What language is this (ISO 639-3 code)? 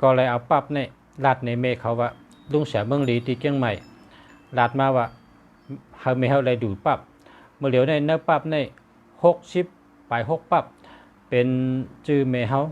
shn